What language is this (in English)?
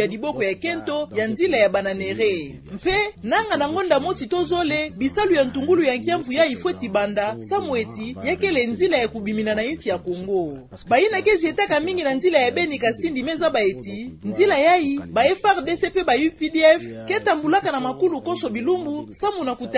Kituba (Democratic Republic of Congo)